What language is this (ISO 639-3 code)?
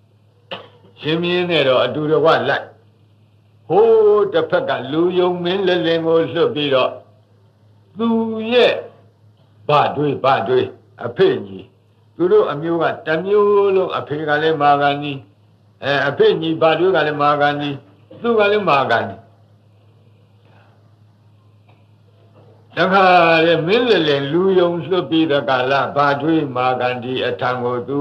mya